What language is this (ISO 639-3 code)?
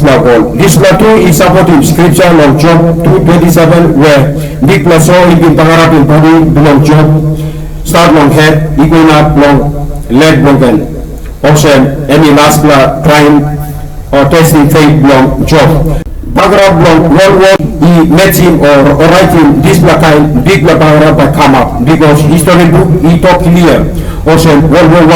tpi